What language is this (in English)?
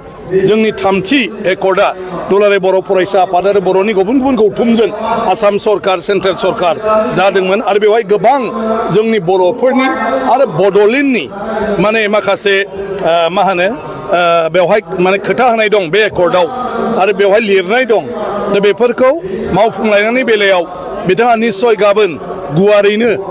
Bodo